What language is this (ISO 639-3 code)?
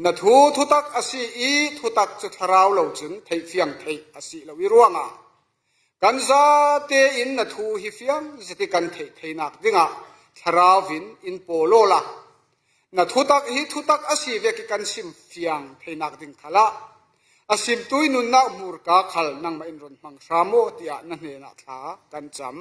cfm